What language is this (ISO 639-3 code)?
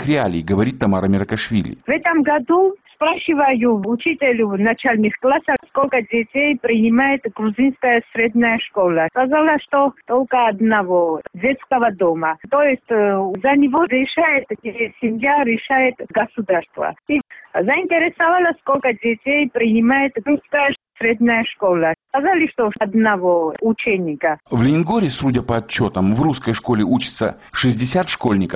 rus